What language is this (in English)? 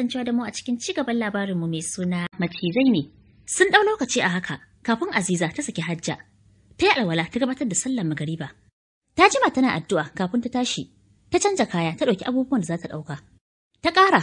Hausa